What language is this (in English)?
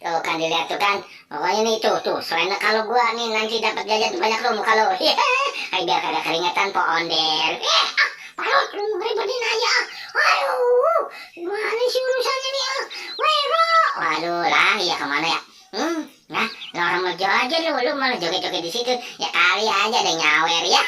Betawi